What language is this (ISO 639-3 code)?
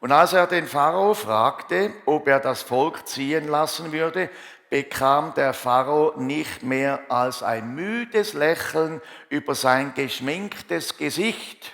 gsw